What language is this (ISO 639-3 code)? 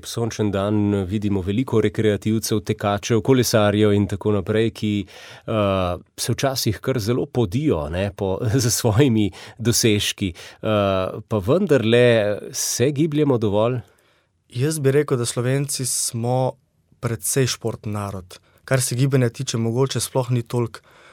slv